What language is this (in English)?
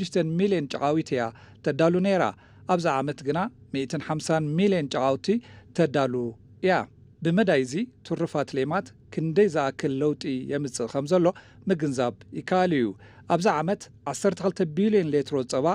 Tigrinya